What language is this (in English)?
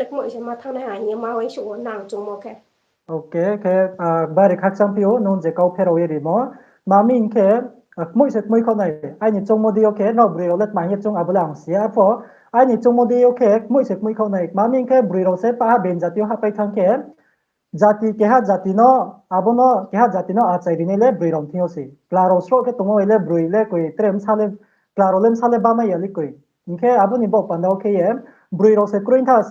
Riang (India)